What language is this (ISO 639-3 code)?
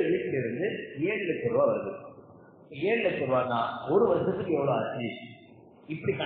tam